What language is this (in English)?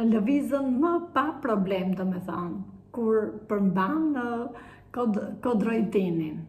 Albanian